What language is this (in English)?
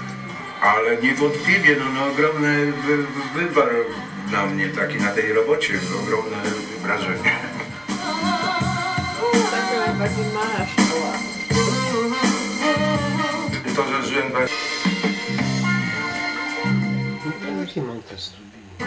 Polish